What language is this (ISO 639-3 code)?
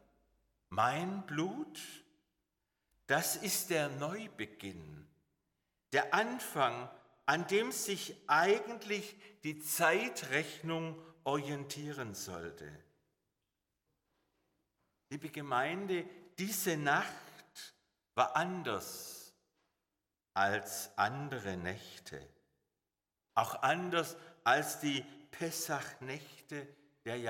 deu